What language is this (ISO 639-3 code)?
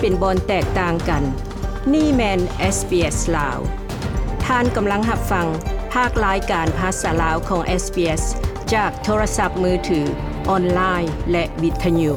lao